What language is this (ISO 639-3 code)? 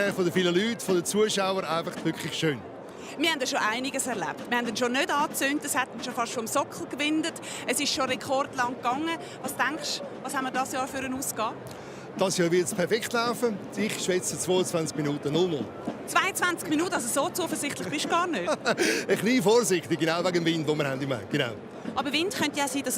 gsw